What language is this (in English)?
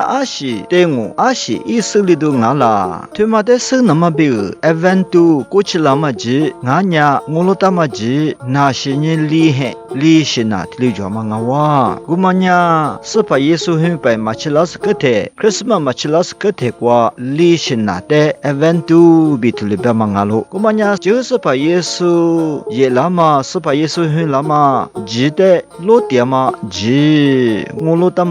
Lisu